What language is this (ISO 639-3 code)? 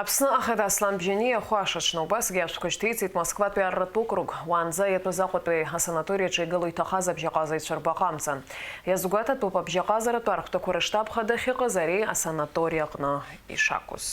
abk